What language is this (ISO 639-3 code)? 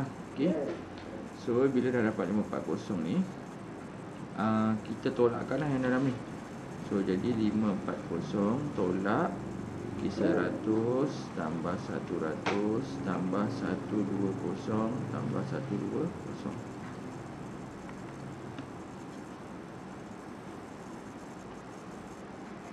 msa